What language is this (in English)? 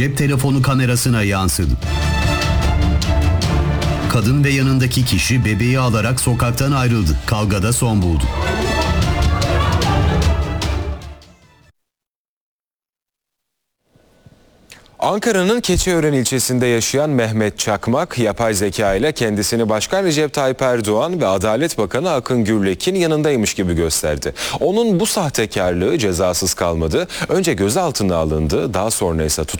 Turkish